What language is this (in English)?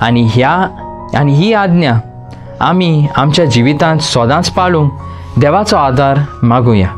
Konkani